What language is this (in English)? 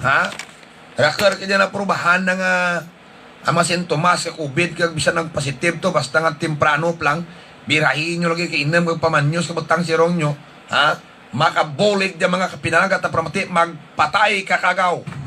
Hiligaynon